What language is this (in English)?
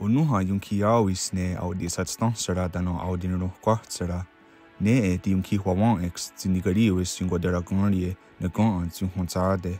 Mohawk